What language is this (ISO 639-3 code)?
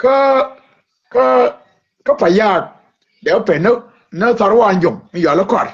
nus